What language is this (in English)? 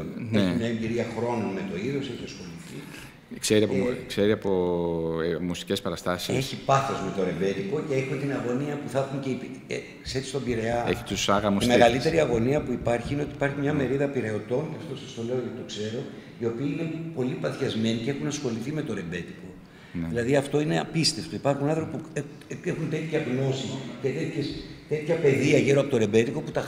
Greek